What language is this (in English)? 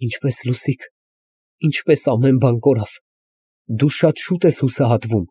Armenian